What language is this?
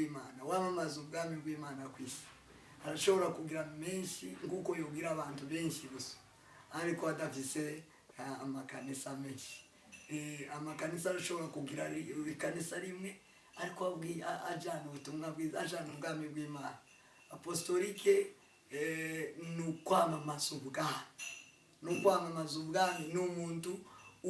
Rundi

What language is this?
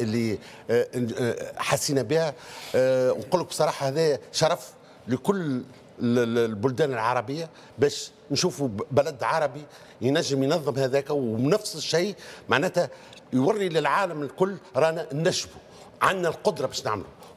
Tunisian Arabic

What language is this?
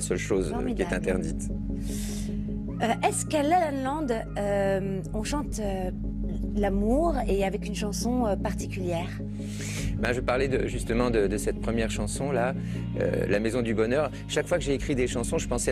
French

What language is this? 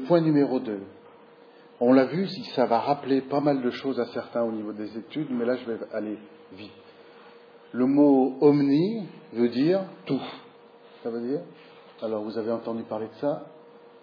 French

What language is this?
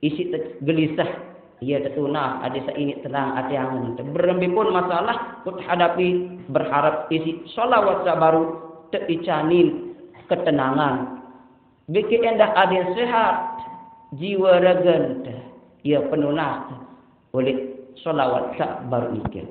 Sasak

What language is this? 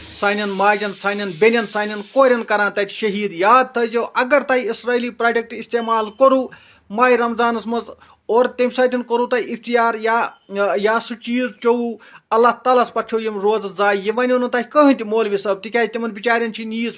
Kashmiri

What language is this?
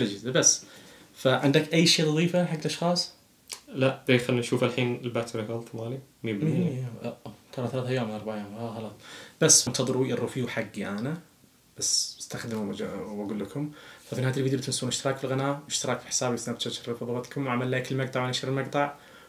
Najdi Arabic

